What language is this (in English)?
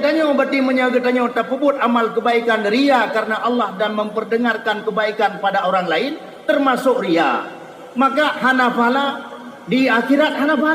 Achinese